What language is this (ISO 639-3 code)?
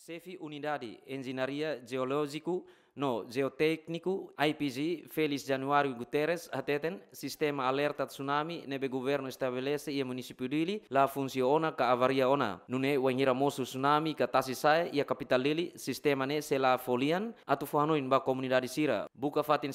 tet